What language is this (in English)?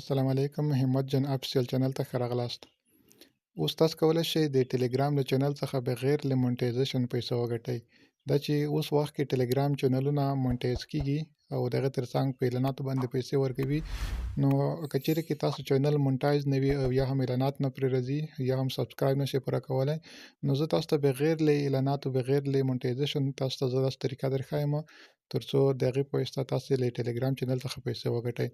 Pashto